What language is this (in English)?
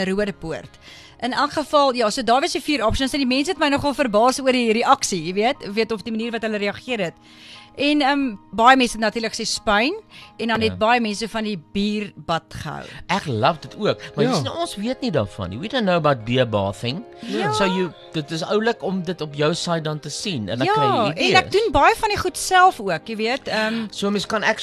Afrikaans